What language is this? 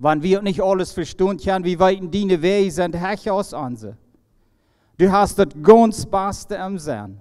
Plautdietsch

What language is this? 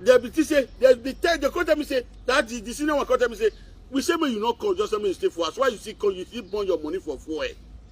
Nigerian Pidgin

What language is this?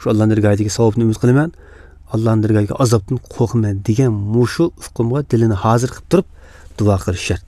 Uyghur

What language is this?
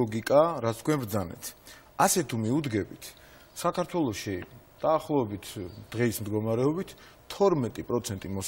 Georgian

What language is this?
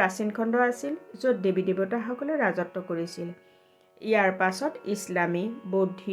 Assamese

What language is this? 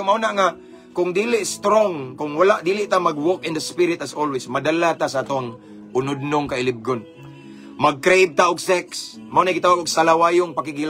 Cebuano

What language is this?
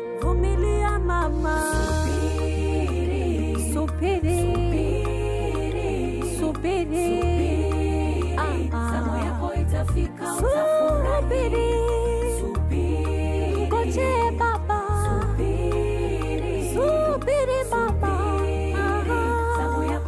Swahili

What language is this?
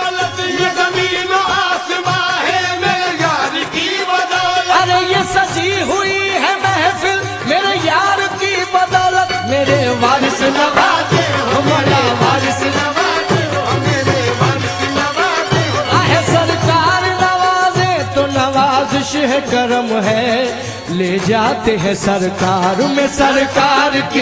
Hindi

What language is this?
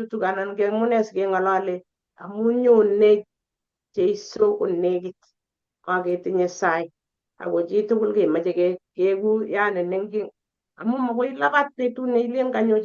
Kalenjin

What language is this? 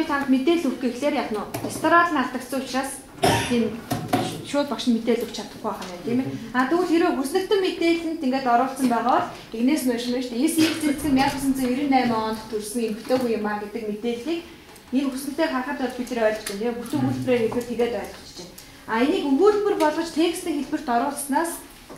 Mongolian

